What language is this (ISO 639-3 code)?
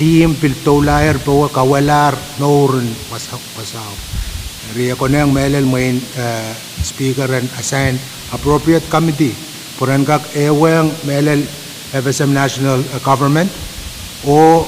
pon